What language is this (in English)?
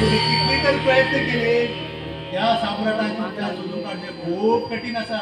Konkani